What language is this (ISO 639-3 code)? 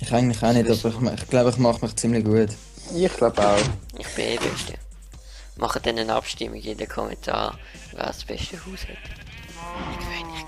gsw